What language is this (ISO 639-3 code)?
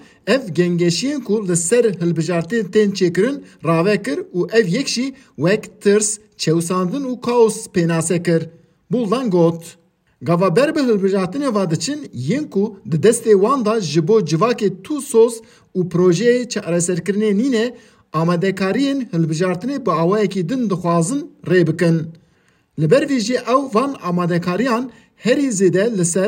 kur